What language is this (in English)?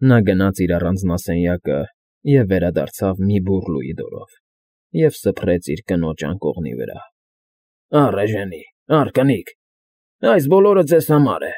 Armenian